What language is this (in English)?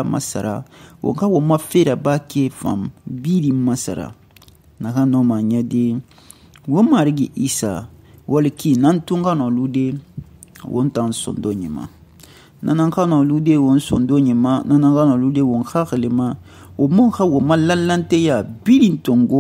Susu